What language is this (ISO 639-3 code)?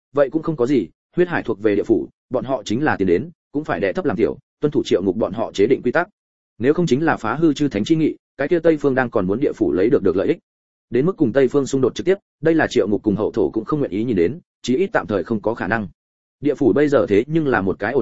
vie